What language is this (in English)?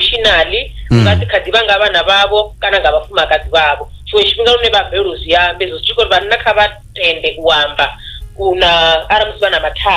Venda